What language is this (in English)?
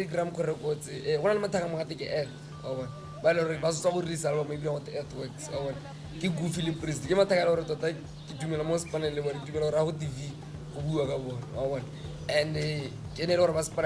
Tswana